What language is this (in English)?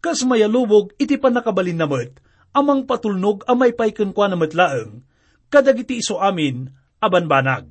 Iloko